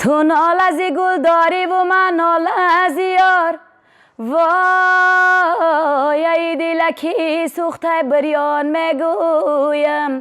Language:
Tajik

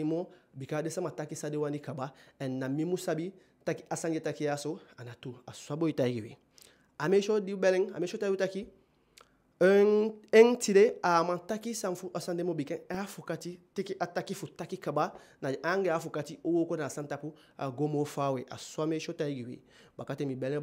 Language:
Eastern Maroon Creole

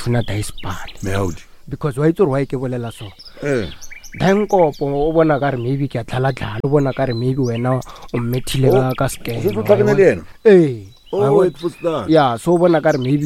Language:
Northern Sotho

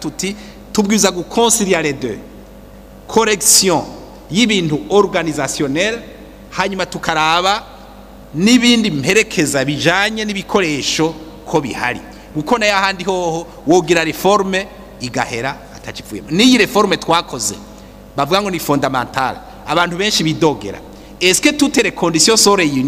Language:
Rundi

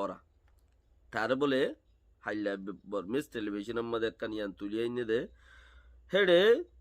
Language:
Rohingya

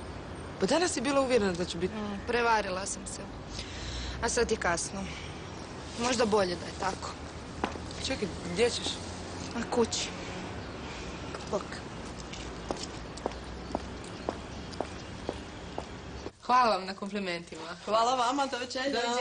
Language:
Croatian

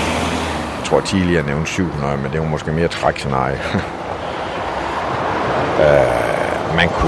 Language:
Danish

